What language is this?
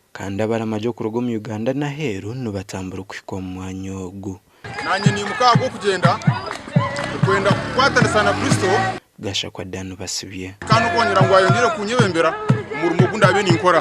Nyankole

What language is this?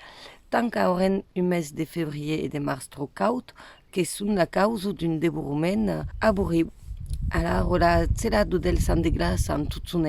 Occitan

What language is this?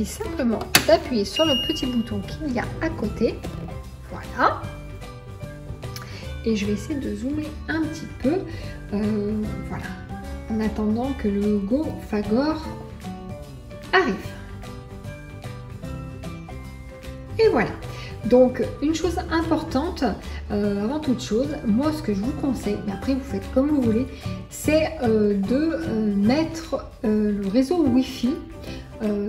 French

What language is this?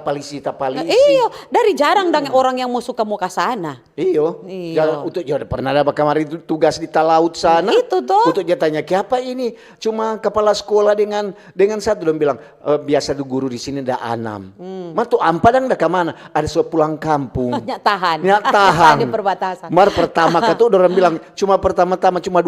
Manado Malay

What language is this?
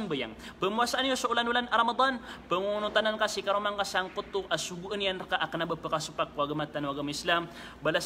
Maranao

